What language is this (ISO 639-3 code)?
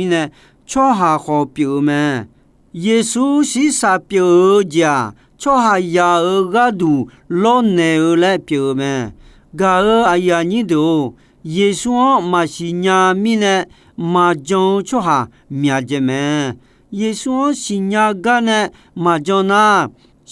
ahk